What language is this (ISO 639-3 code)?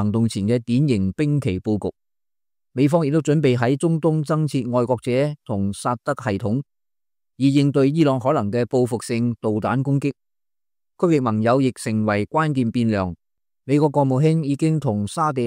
yue